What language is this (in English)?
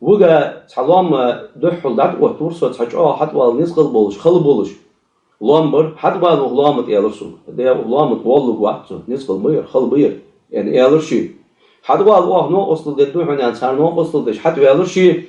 Ingush